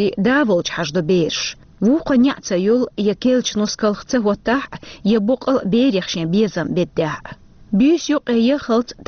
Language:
Chechen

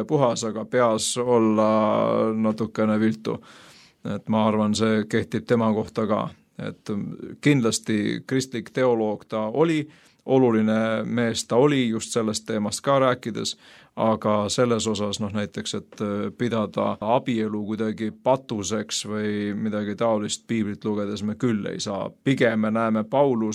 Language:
Estonian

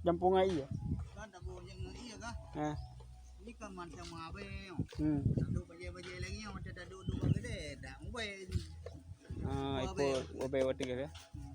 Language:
Achinese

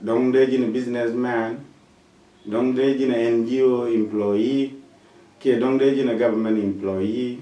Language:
Nuer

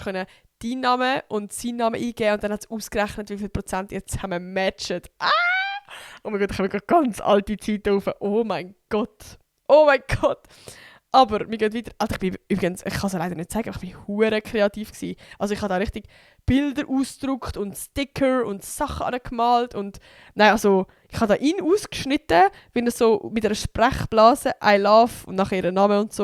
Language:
Swiss German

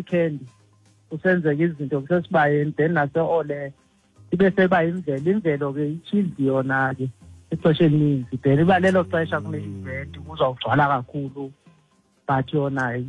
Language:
Xhosa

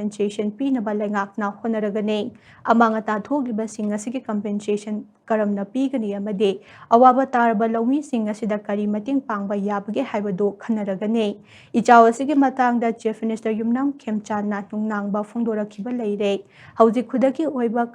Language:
Manipuri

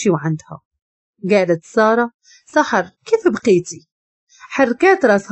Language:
Moroccan Arabic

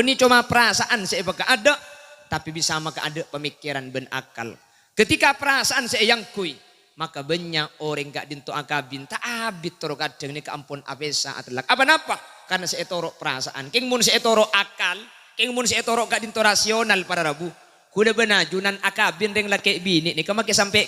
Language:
Madurese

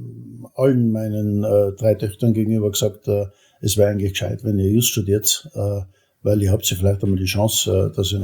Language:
German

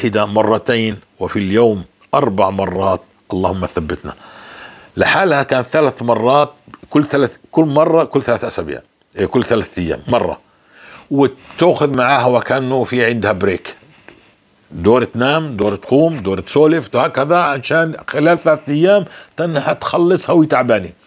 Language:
North Levantine Arabic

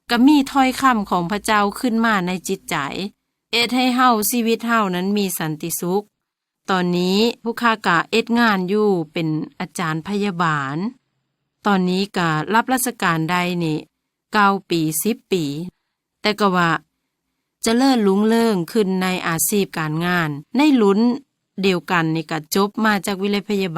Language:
Lao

